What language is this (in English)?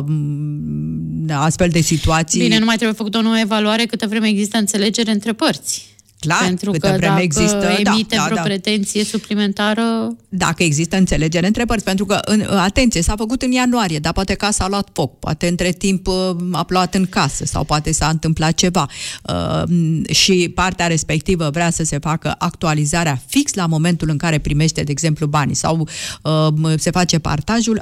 Romanian